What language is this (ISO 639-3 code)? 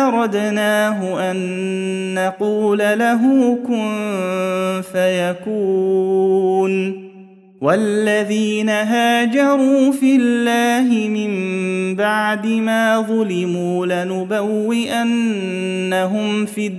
ara